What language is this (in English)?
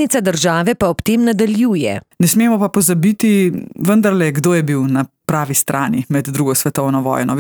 Slovenian